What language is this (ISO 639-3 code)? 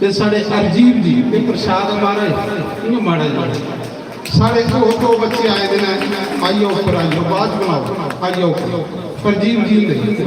doi